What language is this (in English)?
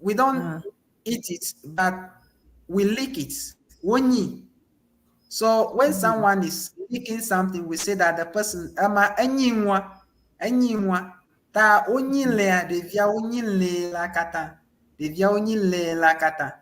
Ewe